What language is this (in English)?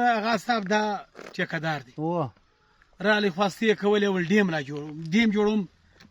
Pashto